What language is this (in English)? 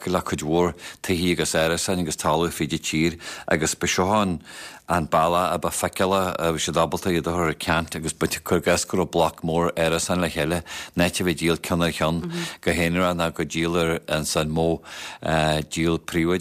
Irish